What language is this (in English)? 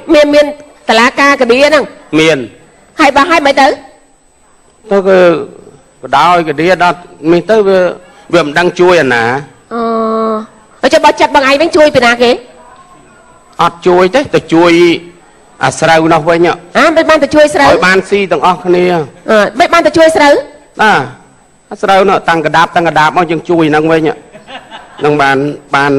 Khmer